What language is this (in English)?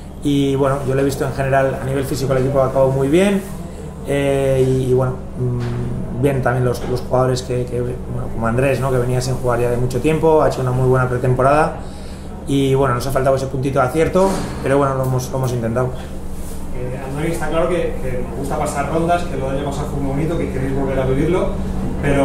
Spanish